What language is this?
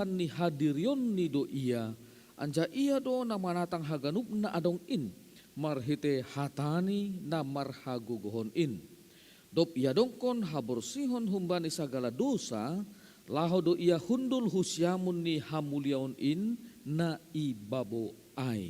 Batak Simalungun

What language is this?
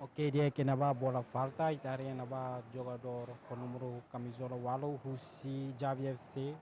Tetum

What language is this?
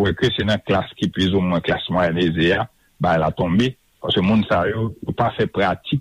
Haitian Creole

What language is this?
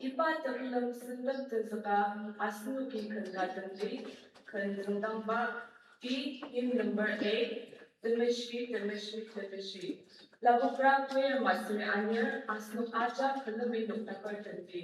Ao Naga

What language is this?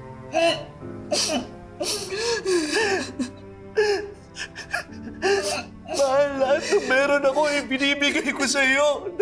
Filipino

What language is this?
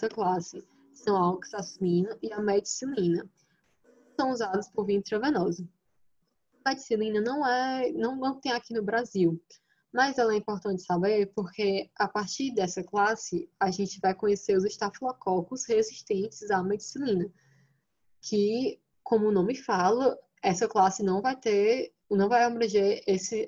Portuguese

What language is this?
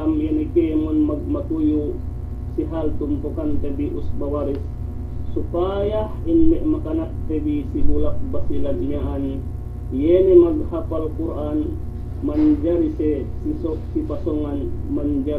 Yakan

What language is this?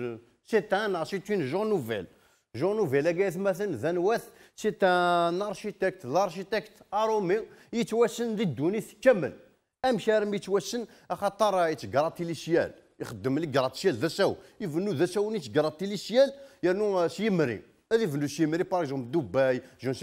Kabyle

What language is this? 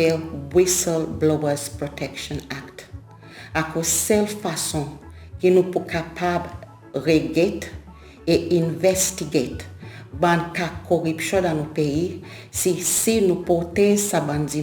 Seselwa Creole French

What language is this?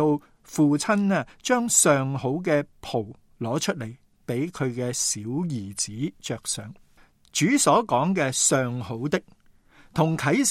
Cantonese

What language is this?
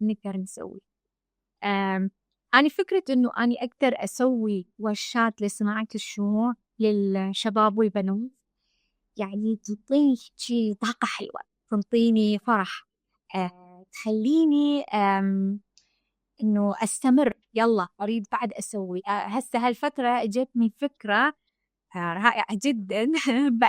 Mesopotamian Arabic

